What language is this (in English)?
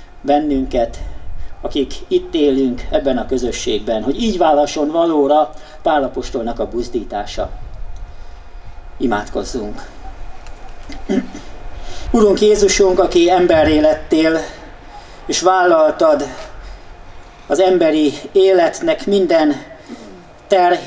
Hungarian